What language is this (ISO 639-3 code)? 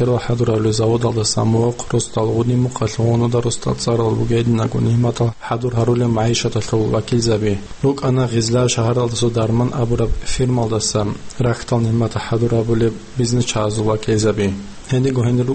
ava